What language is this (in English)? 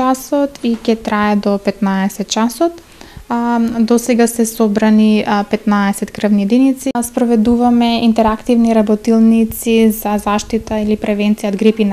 Macedonian